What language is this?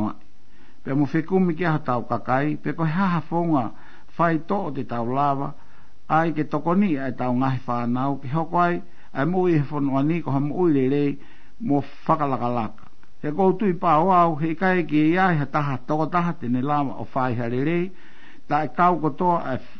Tongan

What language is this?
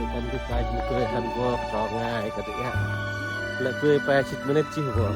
Central Mnong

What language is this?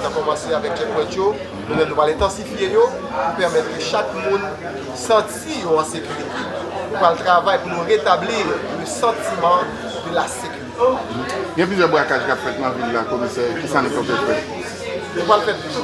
Haitian Creole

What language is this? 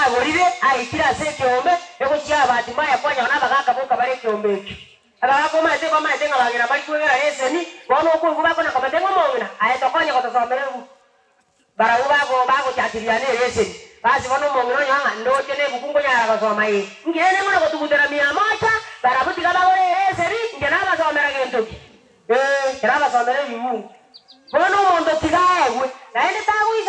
Gusii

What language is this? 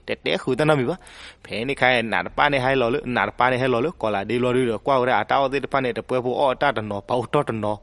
S'gaw Karen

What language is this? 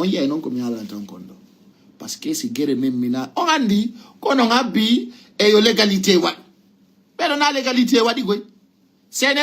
Fula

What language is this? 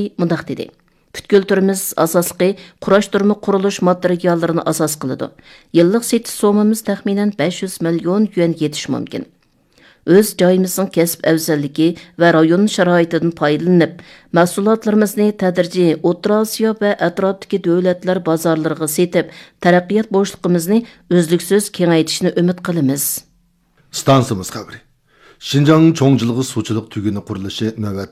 Uyghur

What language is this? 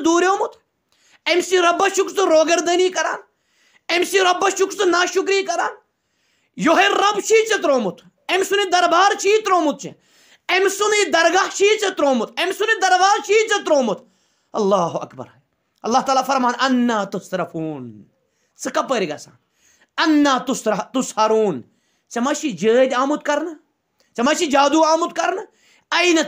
Kashmiri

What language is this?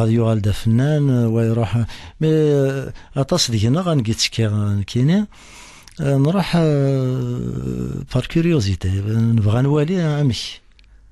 Kabyle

